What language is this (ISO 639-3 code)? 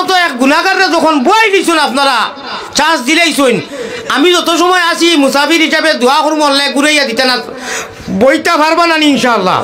syl